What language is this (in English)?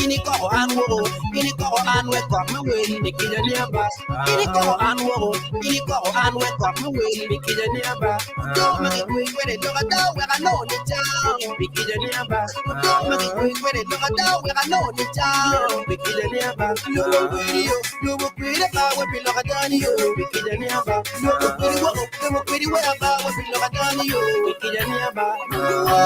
Acoli